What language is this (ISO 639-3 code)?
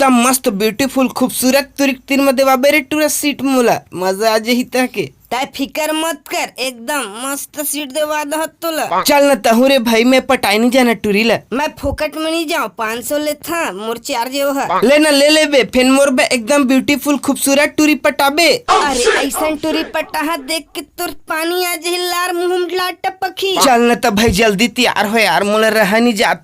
hne